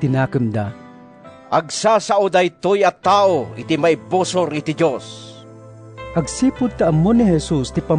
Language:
Iloko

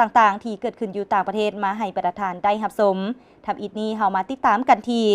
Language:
Lao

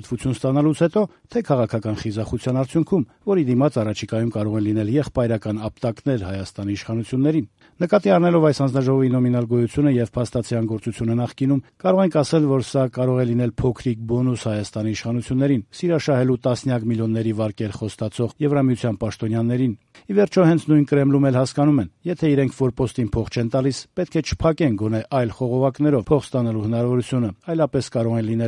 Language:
Armenian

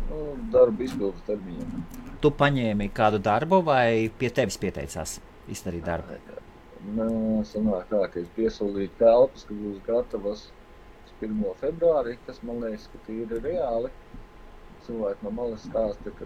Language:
Latvian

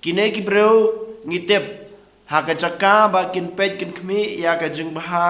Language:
Khasi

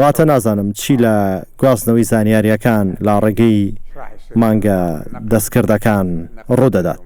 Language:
Central Kurdish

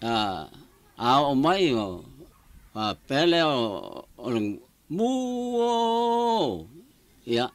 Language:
Samoan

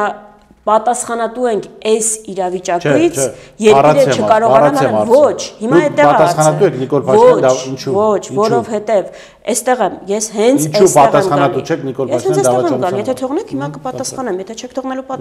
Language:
Armenian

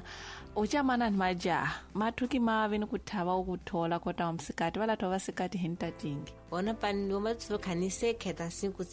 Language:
Tsonga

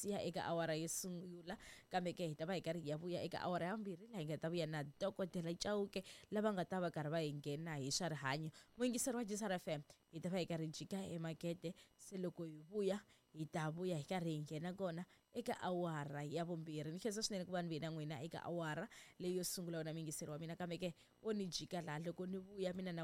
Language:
Tsonga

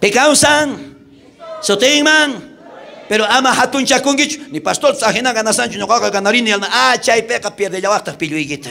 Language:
South Bolivian Quechua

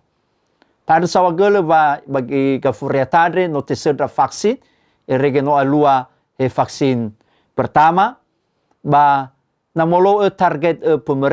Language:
Nias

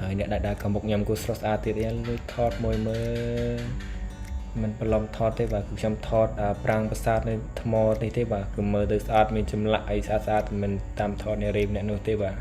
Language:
Khmer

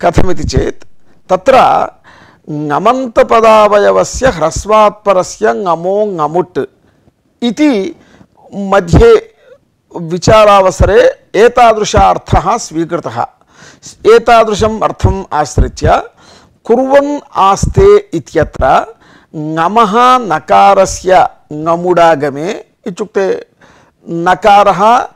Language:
Sanskrit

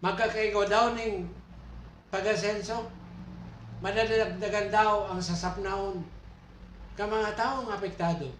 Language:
Bikol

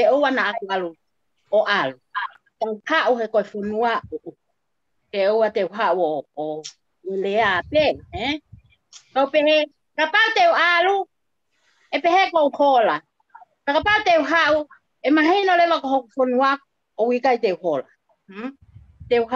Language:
Tongan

